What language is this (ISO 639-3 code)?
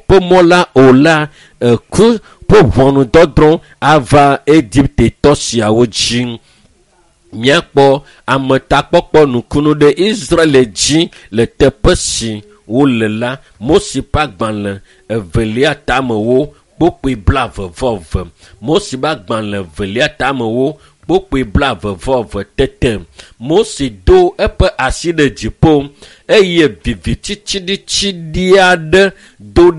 ewe